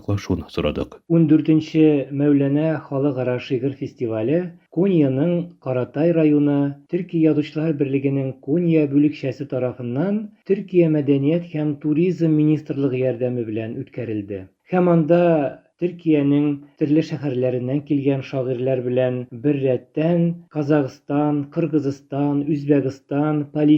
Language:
Tatar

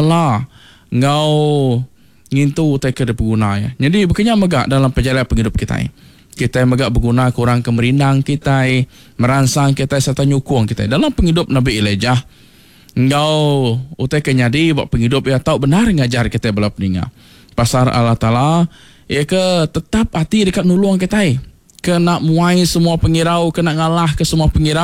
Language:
Iban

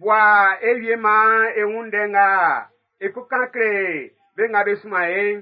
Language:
Baoulé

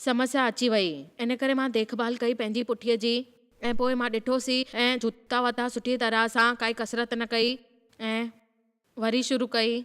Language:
Sindhi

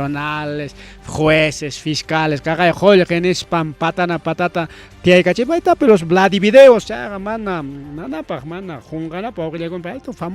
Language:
Ayacucho Quechua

